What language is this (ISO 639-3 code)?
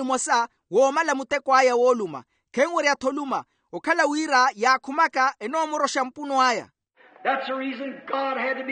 vmw